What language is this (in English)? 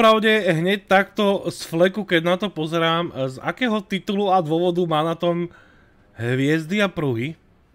Slovak